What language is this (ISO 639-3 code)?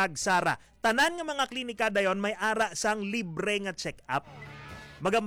hil